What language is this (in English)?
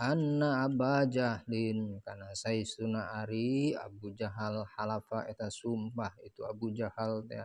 Sundanese